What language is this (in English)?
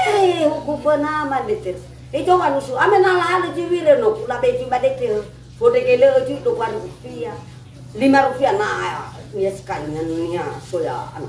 Nias